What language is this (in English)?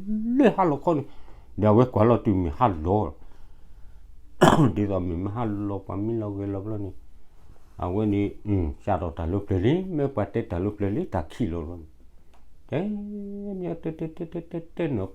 S'gaw Karen